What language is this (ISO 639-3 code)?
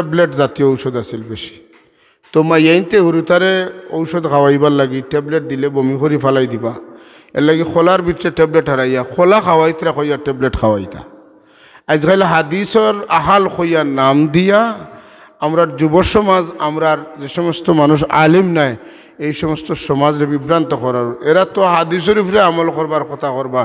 syl